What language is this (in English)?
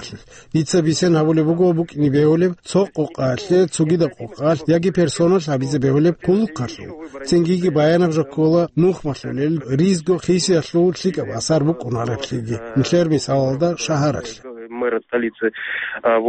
Avaric